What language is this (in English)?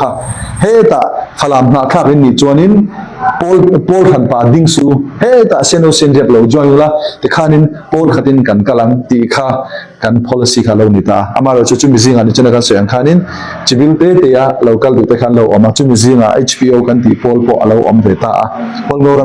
Falam Chin